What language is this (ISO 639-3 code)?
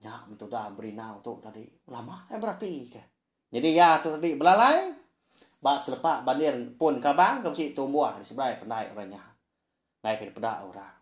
iba